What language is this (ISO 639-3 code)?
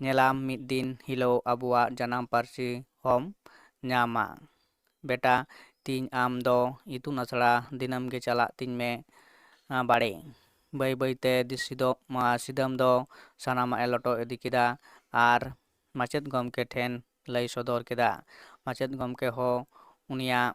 sat